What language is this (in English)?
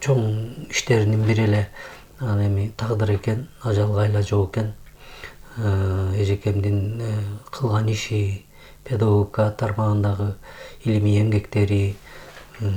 Kyrgyz